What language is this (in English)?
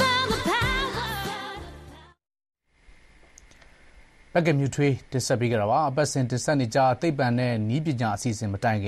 Burmese